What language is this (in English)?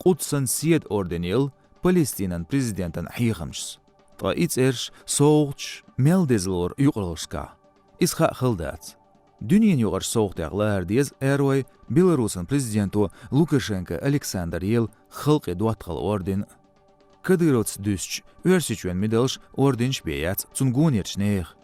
Chechen